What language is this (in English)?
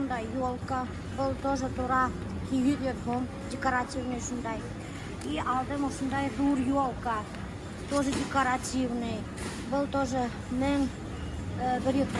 Bashkir